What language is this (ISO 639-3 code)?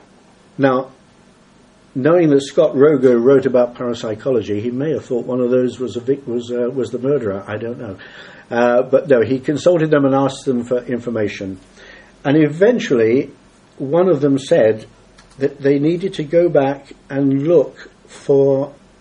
eng